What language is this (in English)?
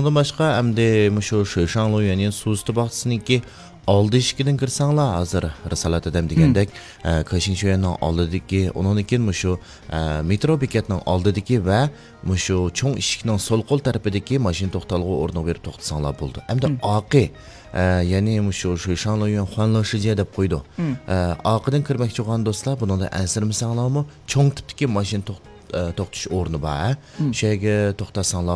Uyghur